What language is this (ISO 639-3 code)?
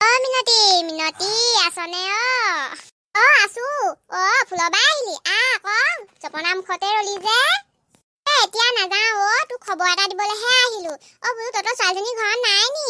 asm